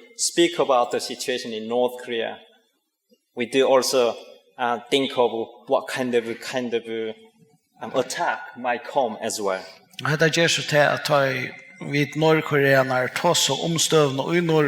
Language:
Faroese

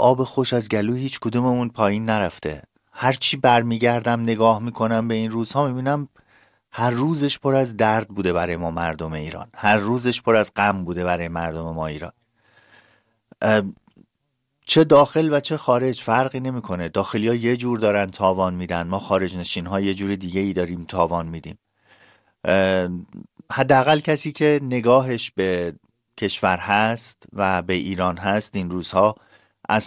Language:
Persian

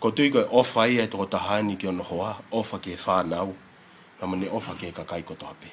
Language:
Tongan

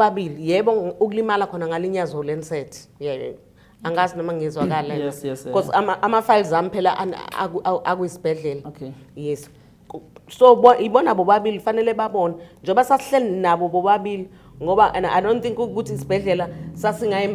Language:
Zulu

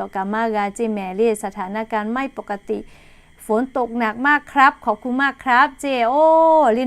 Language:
Lahu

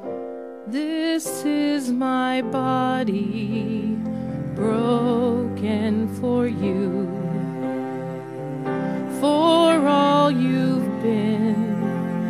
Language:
English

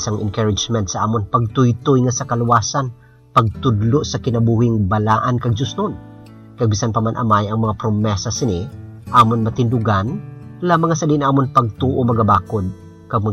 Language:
Hiligaynon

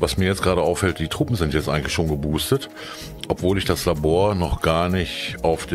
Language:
German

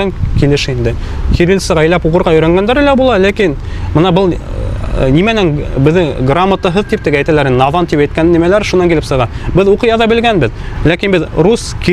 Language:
Bashkir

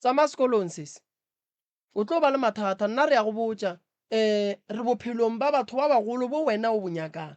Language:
Northern Sotho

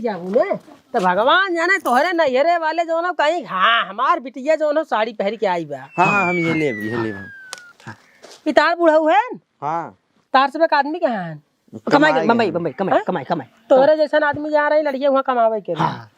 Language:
Awadhi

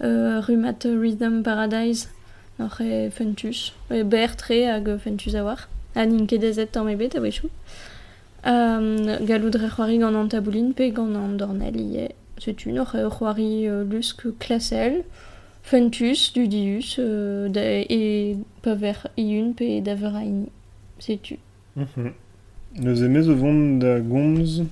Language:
Breton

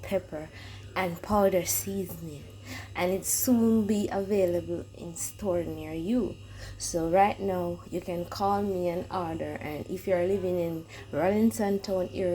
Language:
Jamaican Creole English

